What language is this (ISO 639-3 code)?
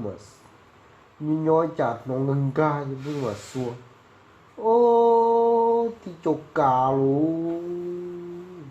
hmn